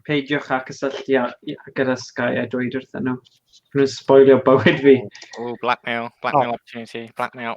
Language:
Welsh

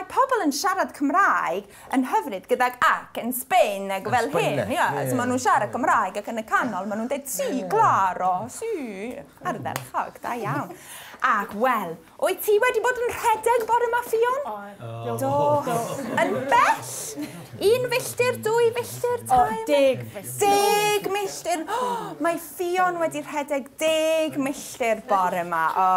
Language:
Welsh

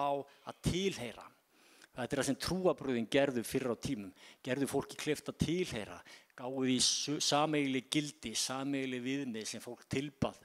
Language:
Icelandic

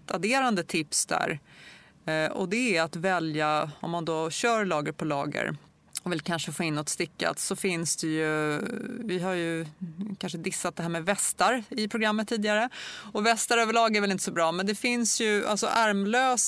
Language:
Swedish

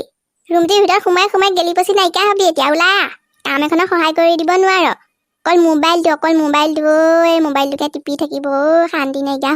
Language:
Assamese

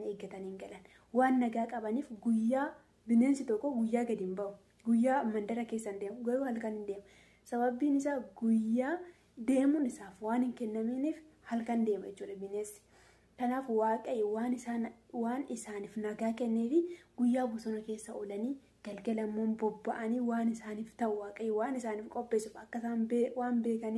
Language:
Oromo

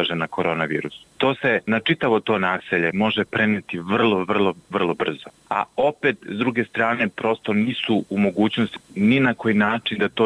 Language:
Bosnian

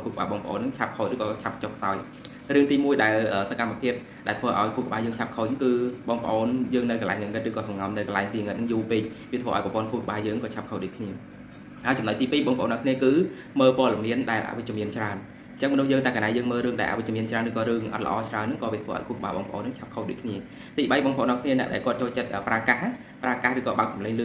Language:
Khmer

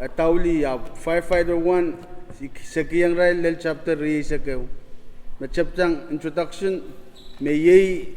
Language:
Pohnpeian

